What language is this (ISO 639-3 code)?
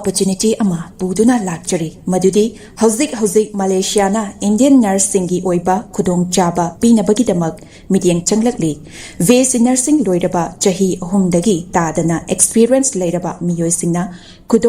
mni